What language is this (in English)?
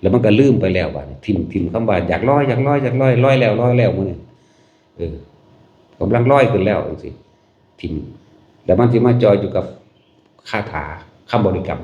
Northeastern Thai